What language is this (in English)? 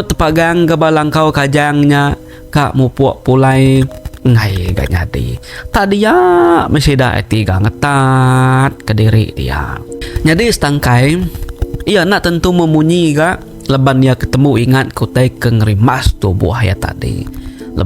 Iban